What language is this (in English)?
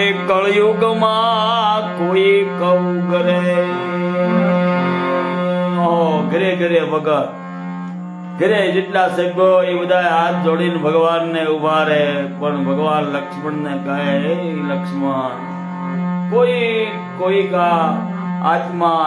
Gujarati